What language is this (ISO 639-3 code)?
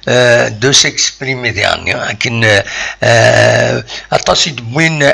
kab